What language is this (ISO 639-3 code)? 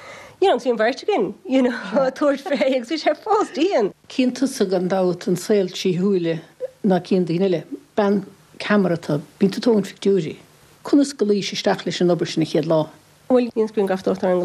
gle